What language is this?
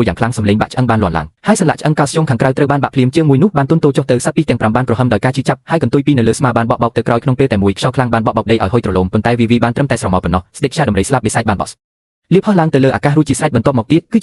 Khmer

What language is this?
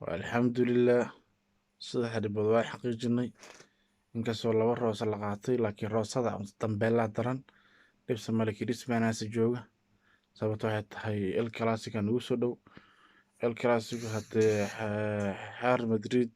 Somali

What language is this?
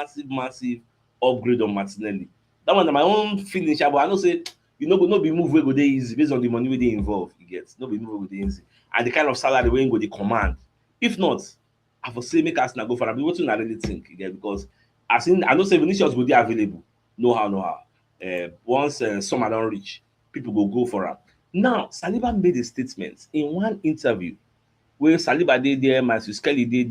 Nigerian Pidgin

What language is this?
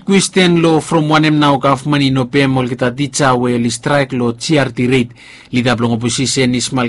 Bislama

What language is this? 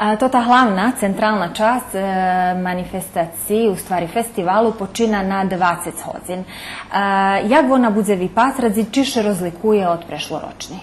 Rusyn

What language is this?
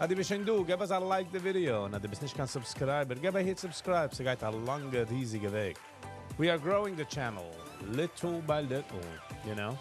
Yiddish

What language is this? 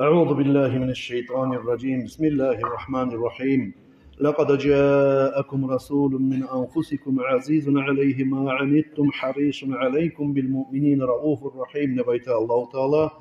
Kumyk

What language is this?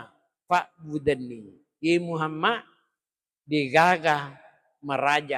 Buginese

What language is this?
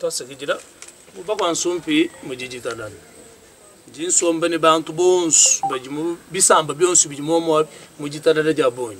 Luba-Lulua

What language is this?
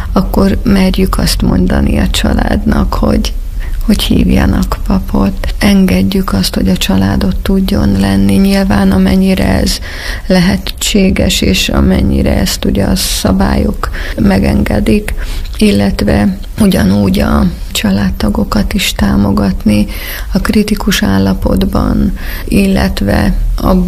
Hungarian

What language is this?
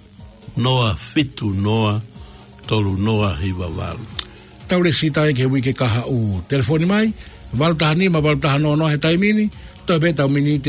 Tongan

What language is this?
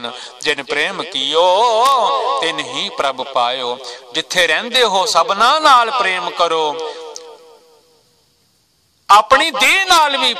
Punjabi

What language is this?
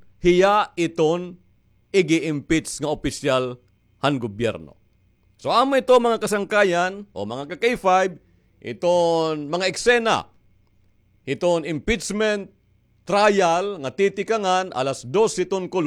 Waray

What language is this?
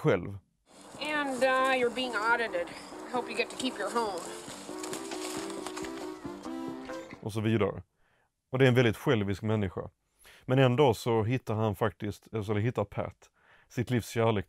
Swedish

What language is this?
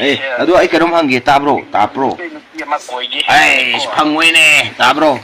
Manipuri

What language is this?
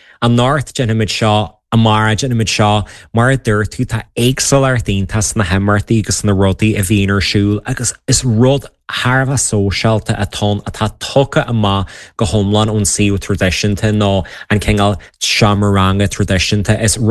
Irish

